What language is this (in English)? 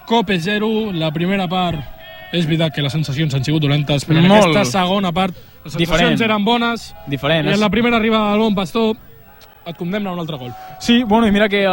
Catalan